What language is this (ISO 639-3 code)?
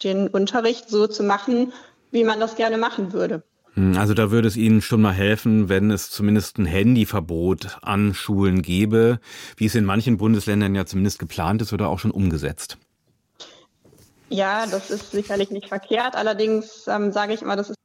deu